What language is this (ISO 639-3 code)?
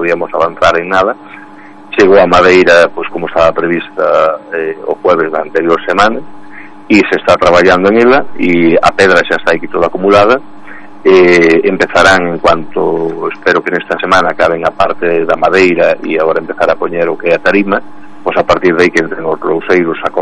glg